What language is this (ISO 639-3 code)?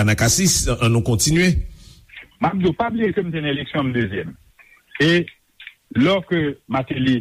hat